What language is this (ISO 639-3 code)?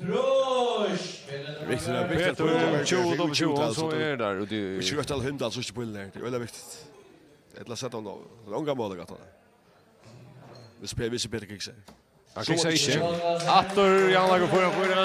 fao